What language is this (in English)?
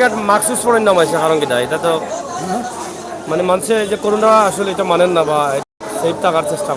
Sylheti